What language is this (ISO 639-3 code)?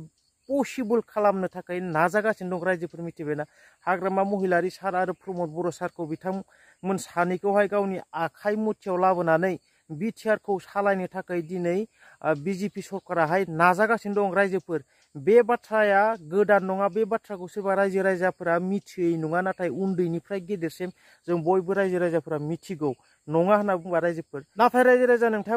brx